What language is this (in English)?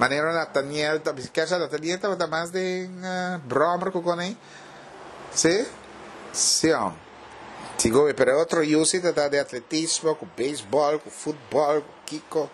Papiamento